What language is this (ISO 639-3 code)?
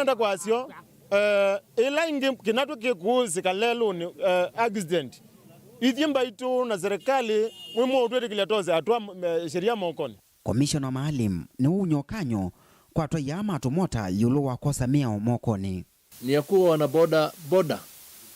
kam